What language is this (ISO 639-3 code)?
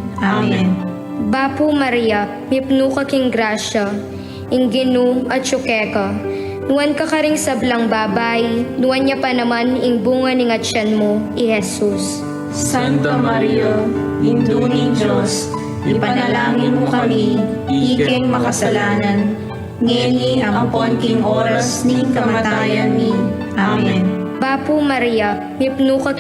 pam